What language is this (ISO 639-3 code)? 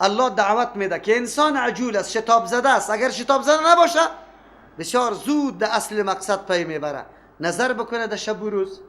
fas